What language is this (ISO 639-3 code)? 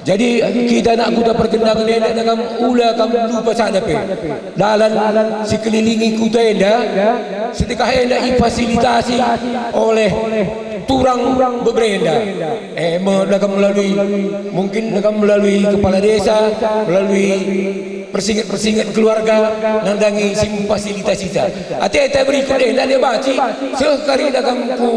btx